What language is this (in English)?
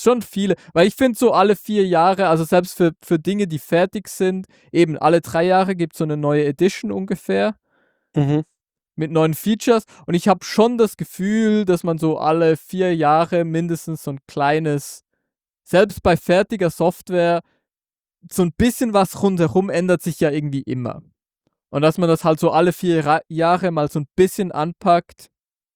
German